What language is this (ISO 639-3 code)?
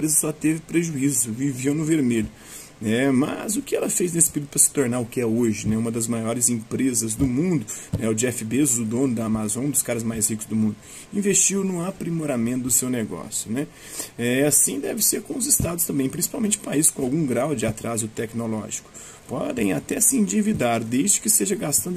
por